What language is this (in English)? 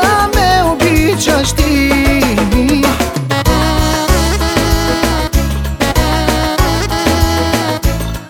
Bulgarian